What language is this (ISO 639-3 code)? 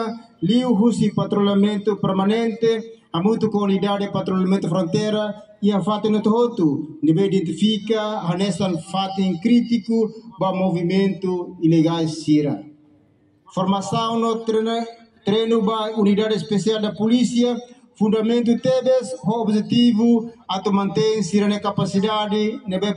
tet